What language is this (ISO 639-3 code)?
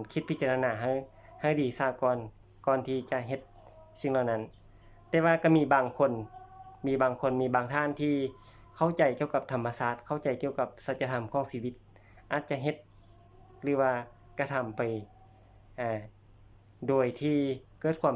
lao